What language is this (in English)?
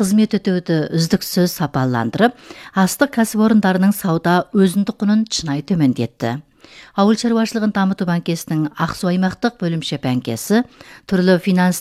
Kazakh